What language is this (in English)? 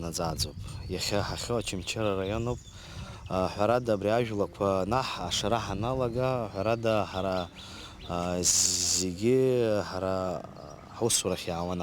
Abkhazian